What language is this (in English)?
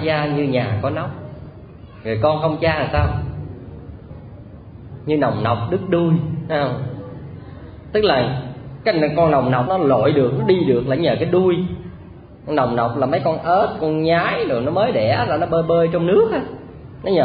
Vietnamese